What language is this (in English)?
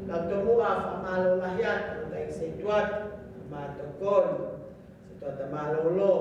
Tongan